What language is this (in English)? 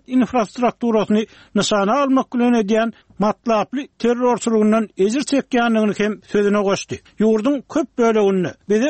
Turkmen